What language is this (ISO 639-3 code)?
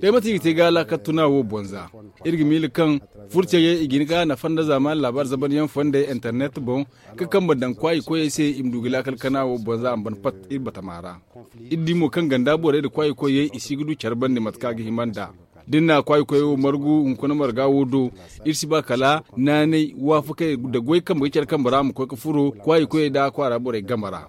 dje